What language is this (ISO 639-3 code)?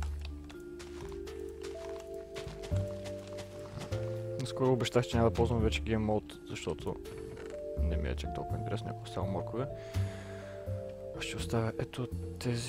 bul